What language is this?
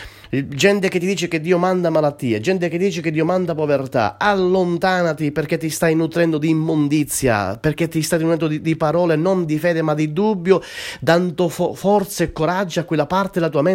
Italian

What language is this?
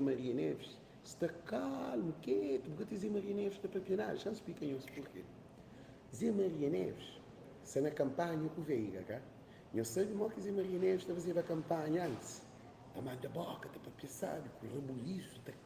Kabuverdianu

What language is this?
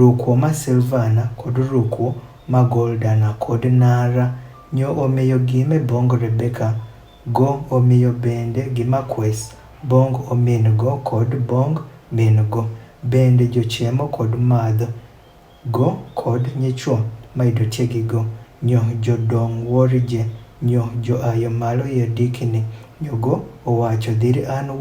Adhola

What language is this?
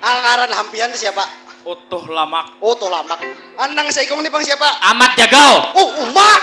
Banjar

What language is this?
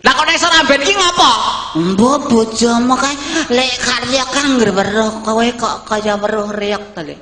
Javanese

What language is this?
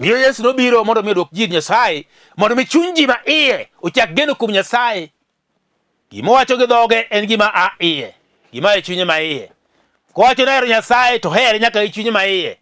Luo (Kenya and Tanzania)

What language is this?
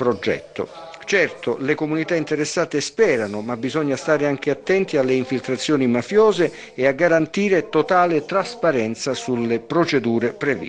Italian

